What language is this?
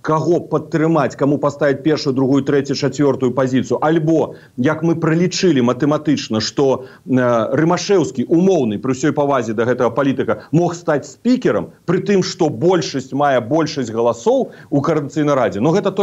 Belarusian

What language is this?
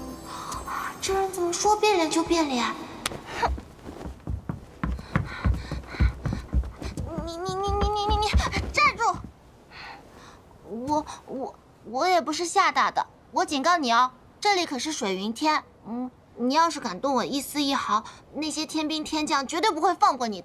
Chinese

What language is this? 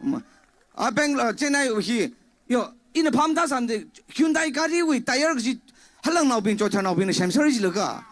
Tangkhul Naga (India)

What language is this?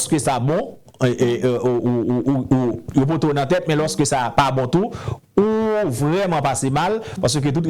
Haitian Creole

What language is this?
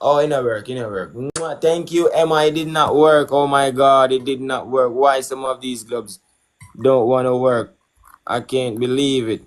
Jamaican Creole English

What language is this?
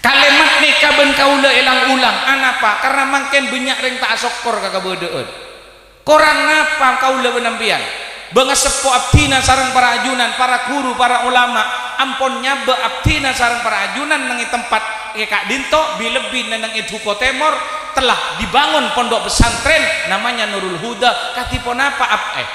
Madurese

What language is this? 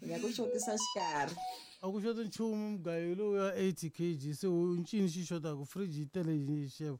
Tsonga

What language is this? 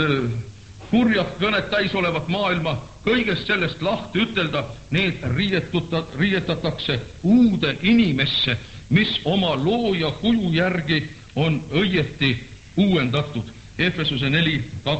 Estonian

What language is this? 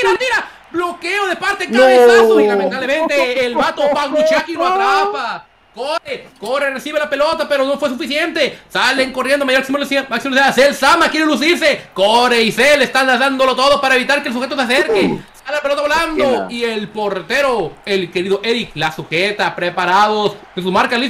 Spanish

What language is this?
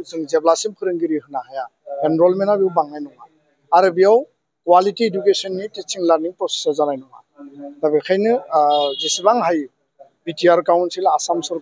Bodo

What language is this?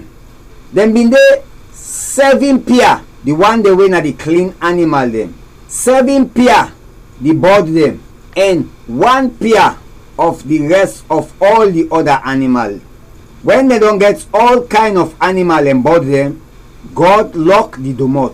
Krio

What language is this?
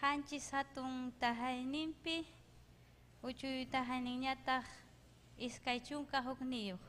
Ayacucho Quechua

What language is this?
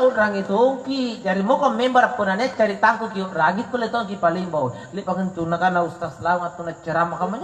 Makasar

